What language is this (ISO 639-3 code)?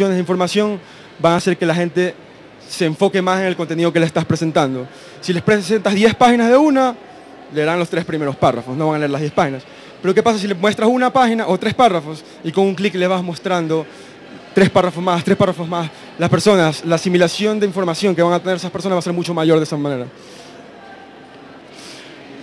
spa